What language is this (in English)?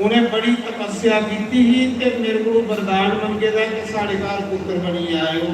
Dogri